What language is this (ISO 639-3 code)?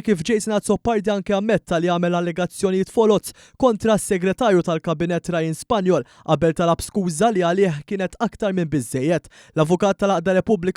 mlt